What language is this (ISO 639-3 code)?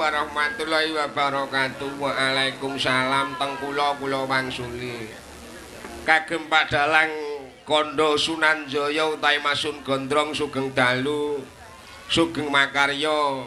jav